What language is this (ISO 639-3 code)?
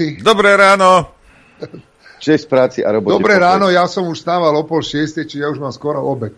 slk